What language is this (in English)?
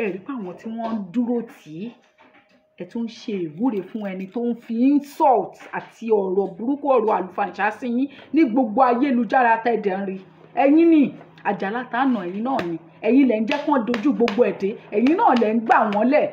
Yoruba